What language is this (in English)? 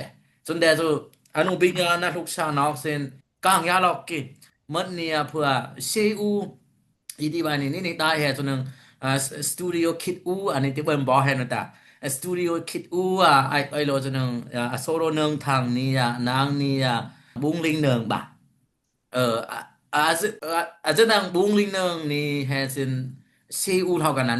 Dimasa